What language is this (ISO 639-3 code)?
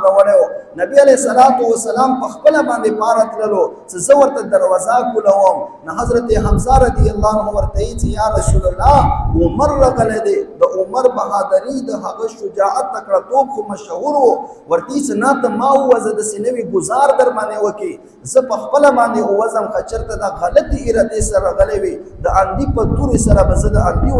pus